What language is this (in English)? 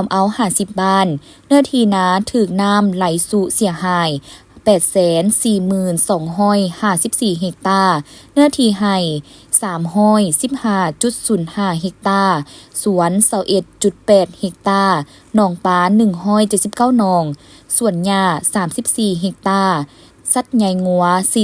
Lao